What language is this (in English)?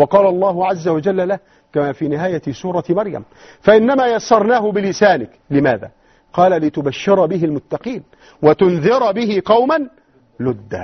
Arabic